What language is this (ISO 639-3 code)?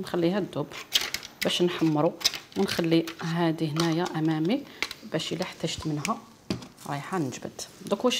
arq